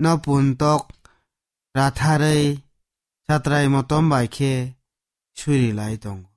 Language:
Kok Borok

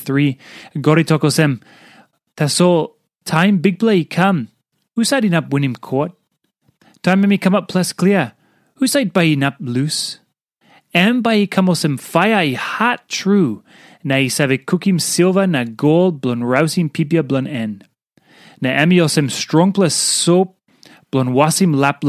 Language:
Tok Pisin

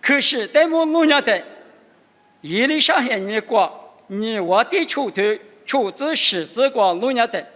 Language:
Lisu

